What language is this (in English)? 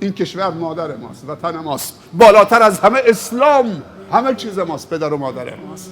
Persian